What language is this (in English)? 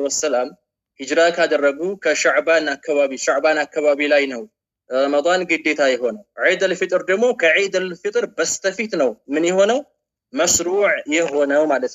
Amharic